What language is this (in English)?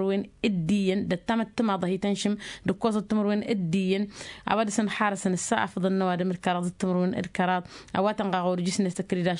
Tamasheq